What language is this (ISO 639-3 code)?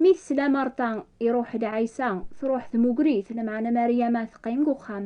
kab